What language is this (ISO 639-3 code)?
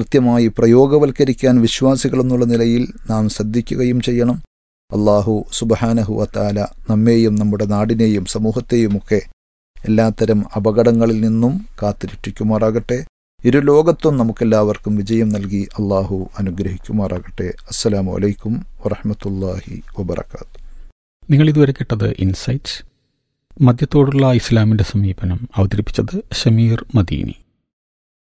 mal